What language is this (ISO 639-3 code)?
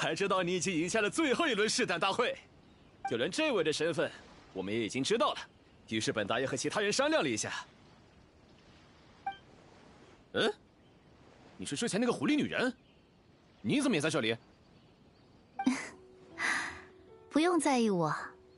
zho